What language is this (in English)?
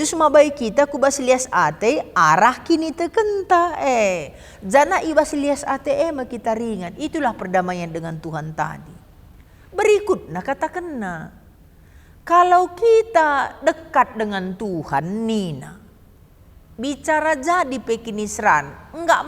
Batak Karo